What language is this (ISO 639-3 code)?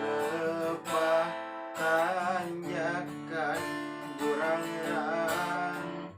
sun